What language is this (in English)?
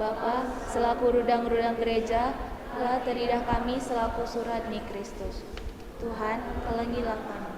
Batak Karo